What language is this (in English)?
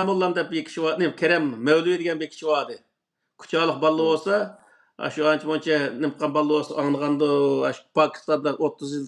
Uyghur